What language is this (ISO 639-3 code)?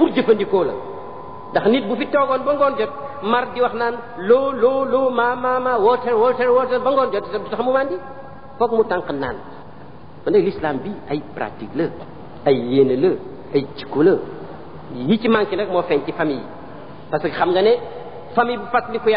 wol